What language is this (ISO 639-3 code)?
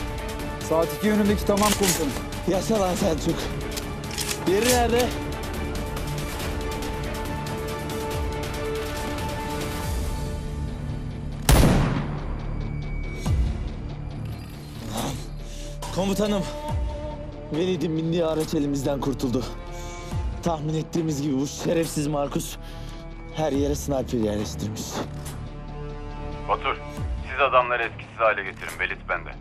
tur